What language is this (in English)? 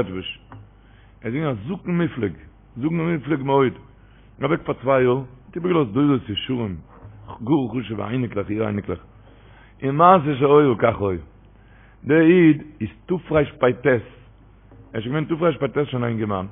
Yiddish